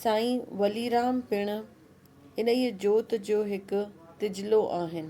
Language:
Sindhi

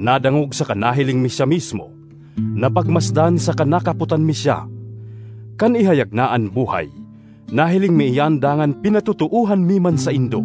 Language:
Bikol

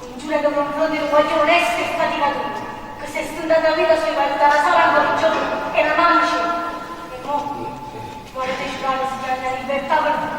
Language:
Neapolitan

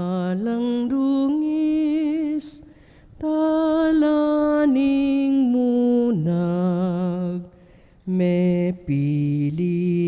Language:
Pampanga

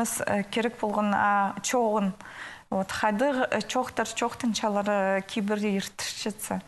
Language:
Khakas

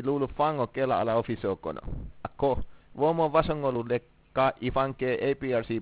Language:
Mandingo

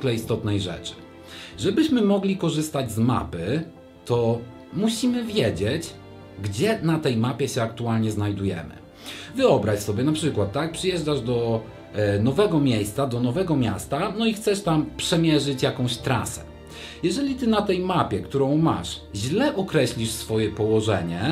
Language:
Polish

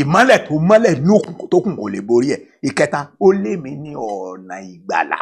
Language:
Yoruba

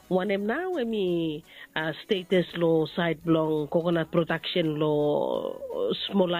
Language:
Bislama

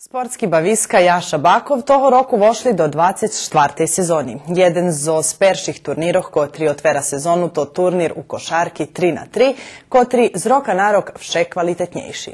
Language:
Rusyn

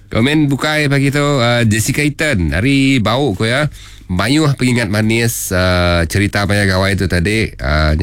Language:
Iban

